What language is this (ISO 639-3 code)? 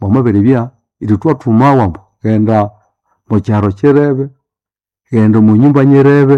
nnb